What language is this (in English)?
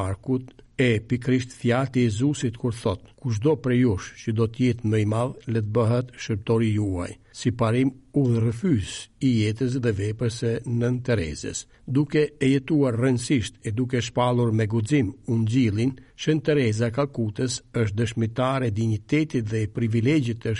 Albanian